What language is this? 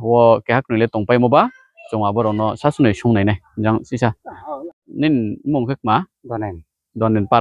Riang (India)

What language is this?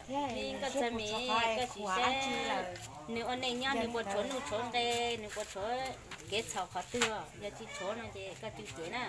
Hmong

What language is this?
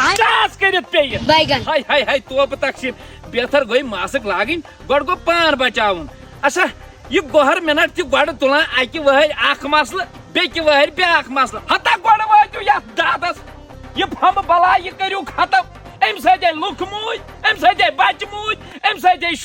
Kashmiri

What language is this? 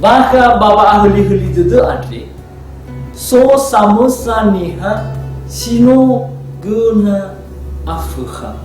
Nias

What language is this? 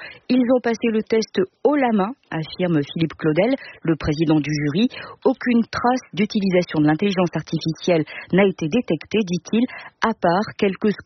French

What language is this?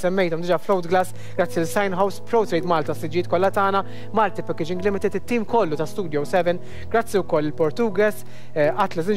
Maltese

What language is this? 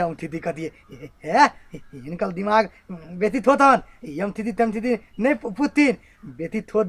Maithili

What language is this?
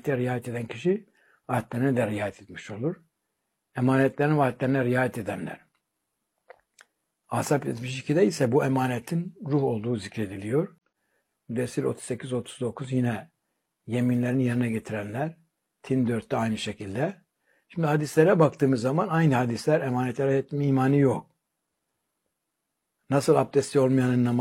Turkish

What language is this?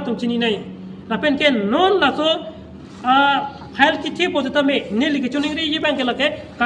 Karbi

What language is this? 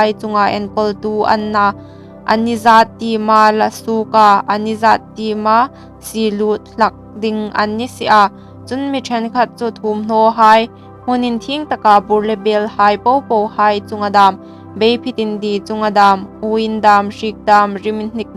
Hmar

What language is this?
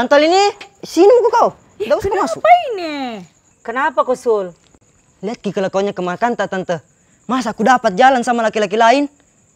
Makassar Malay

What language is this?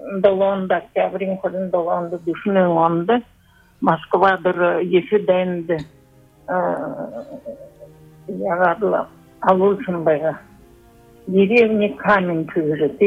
Buriat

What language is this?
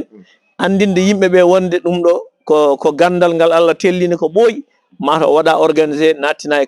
Fula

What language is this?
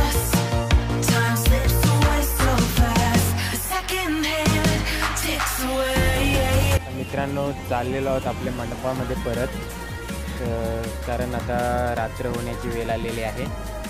Marathi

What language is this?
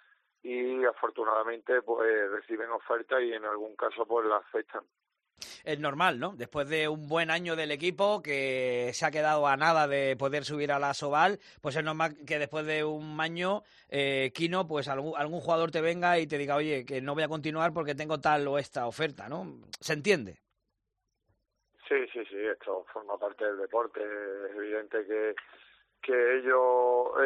Spanish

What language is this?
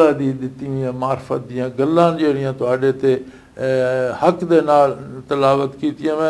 Western Panjabi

